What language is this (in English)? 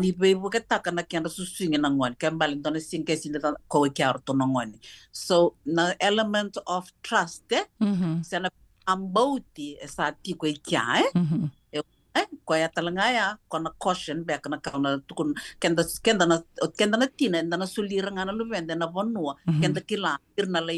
Fijian